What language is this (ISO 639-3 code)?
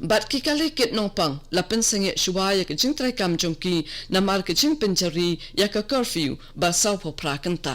kha